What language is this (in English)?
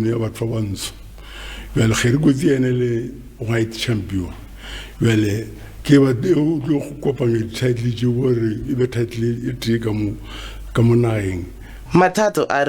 Northern Sotho